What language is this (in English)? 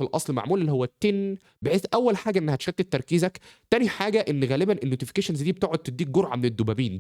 Egyptian Arabic